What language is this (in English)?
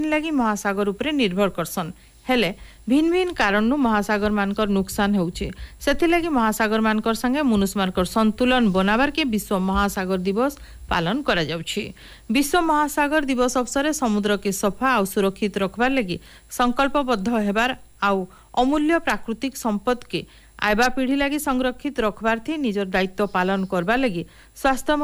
Odia